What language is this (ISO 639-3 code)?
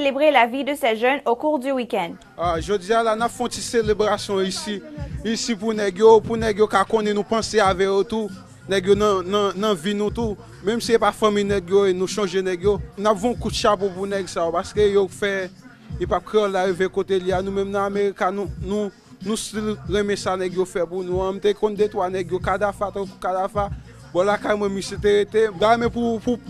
hat